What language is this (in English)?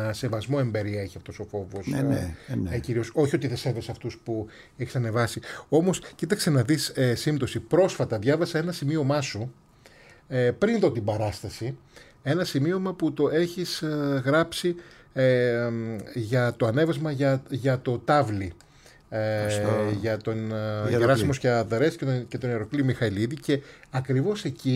Greek